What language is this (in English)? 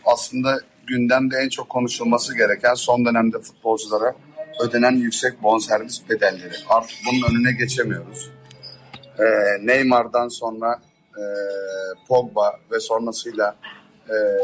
Turkish